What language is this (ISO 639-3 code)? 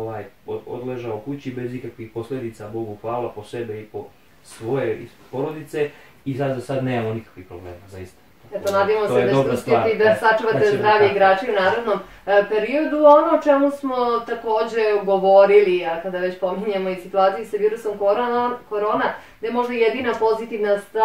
bos